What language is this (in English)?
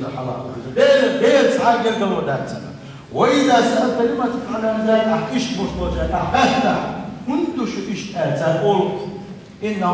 Chechen